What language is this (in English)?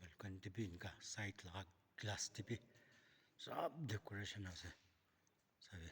Naga Pidgin